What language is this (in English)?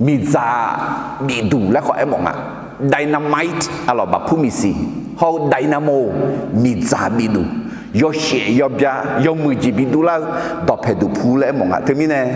Akha